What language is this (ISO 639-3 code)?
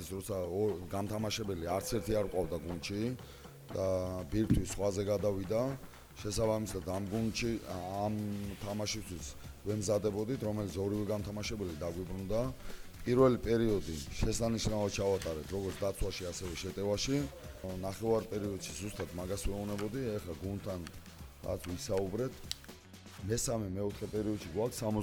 kat